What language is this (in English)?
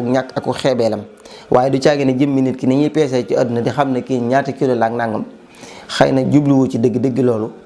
Wolof